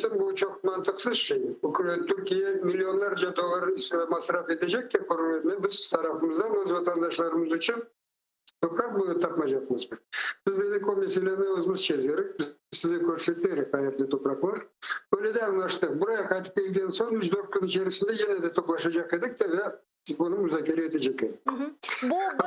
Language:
Crimean Tatar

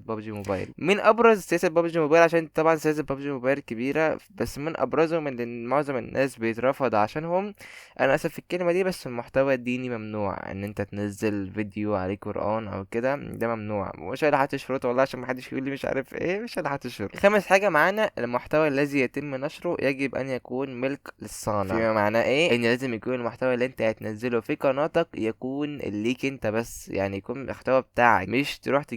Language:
Egyptian Arabic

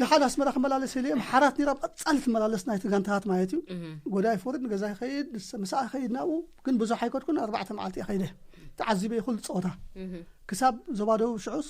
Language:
Tigrinya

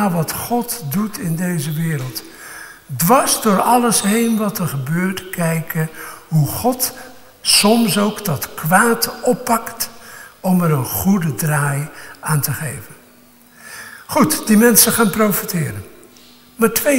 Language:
Dutch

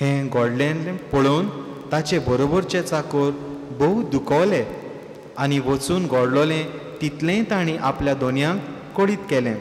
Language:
Konkani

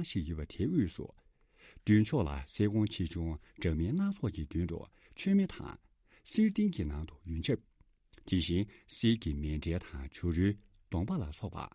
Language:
Tibetan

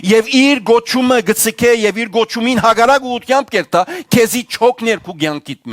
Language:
Western Armenian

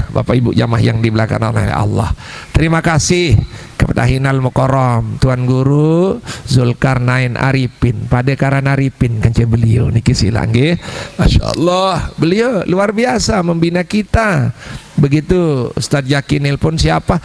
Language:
Sasak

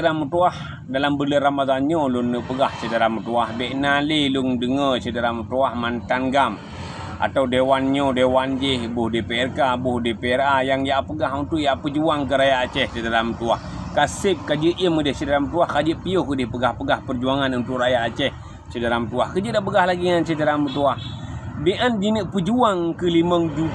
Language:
Achinese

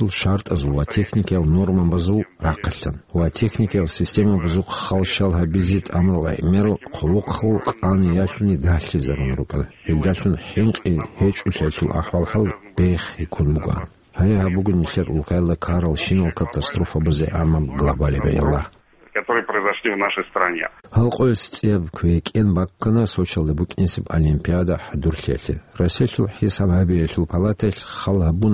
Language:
Avaric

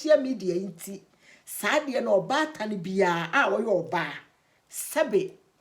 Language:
Akan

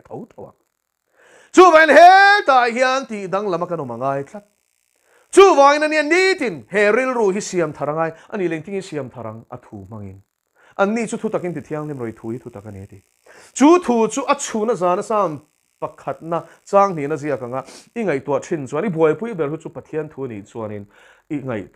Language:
Mizo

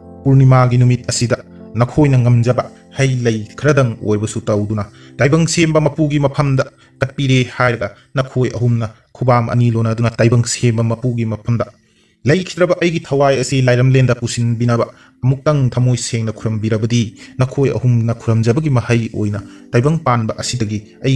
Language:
Manipuri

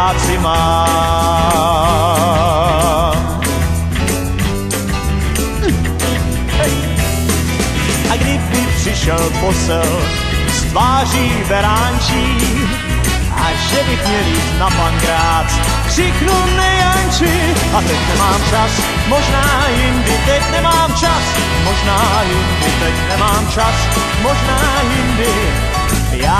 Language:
Czech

